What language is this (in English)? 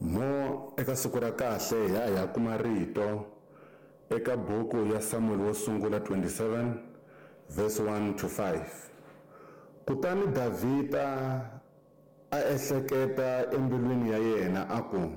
Tsonga